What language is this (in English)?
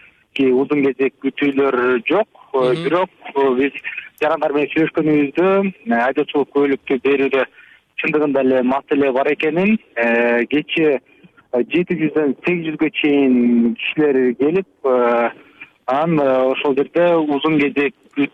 Kyrgyz